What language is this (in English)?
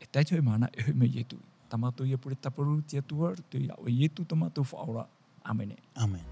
Tahitian